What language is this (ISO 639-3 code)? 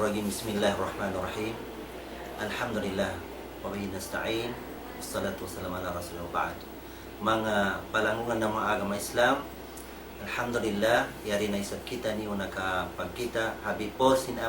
tsg